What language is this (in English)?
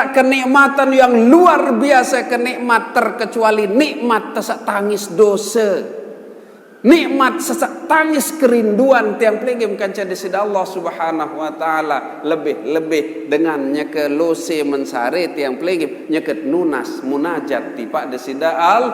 Sasak